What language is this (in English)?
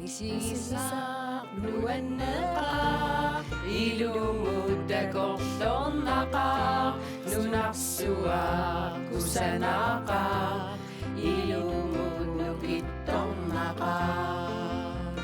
Kalaallisut